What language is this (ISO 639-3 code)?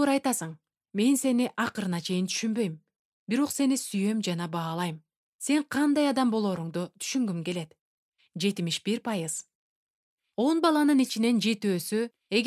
kir